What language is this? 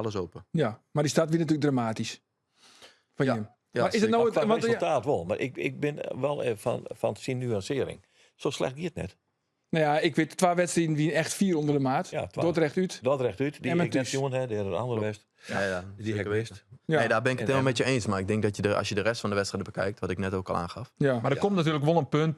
Western Frisian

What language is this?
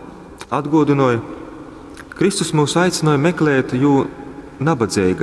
Latgalian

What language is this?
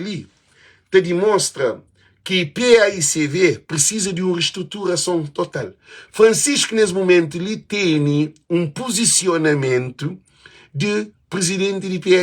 Kabuverdianu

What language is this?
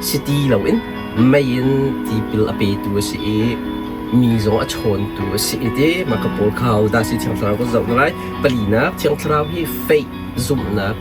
Hakha Chin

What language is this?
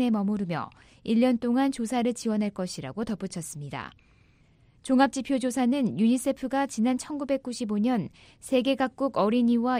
Korean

